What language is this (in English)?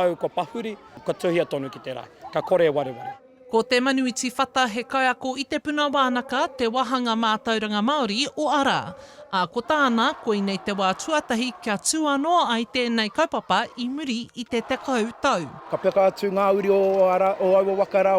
Māori